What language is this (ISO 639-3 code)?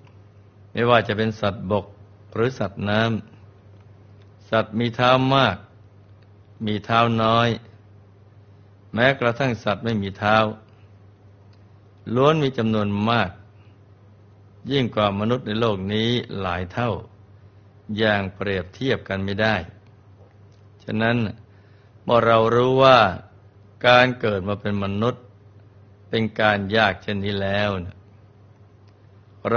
tha